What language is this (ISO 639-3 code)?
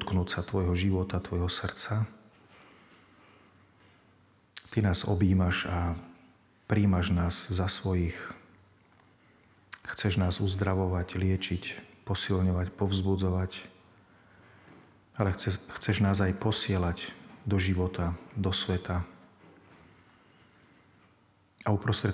slk